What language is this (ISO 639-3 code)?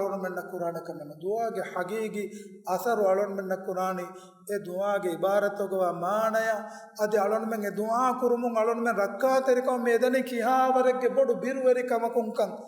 div